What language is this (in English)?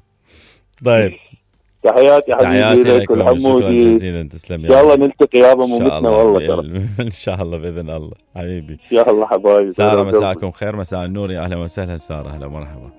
Mesopotamian Arabic